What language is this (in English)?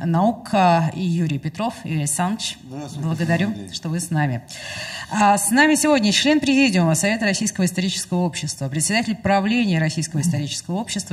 Russian